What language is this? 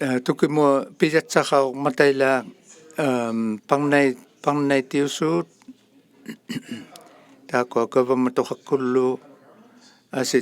Inuktitut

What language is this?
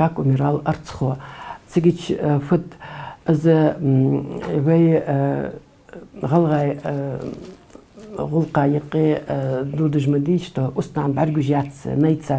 Ingush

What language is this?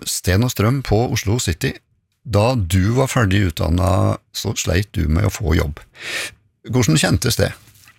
Norwegian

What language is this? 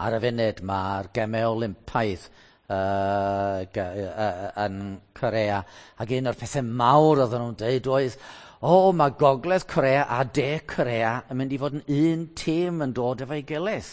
Welsh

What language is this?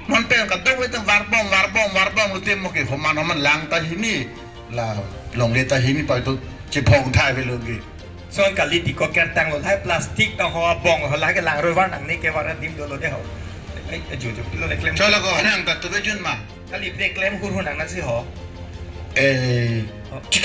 Karbi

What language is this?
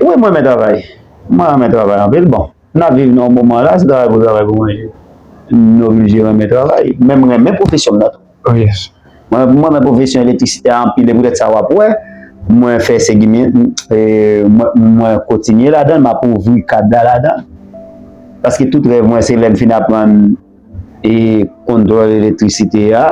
Haitian Creole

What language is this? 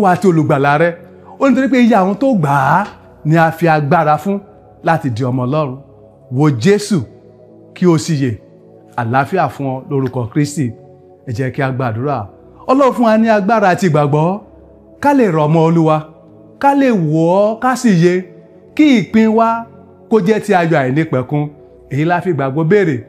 Yoruba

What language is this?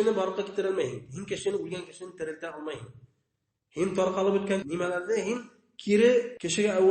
Bashkir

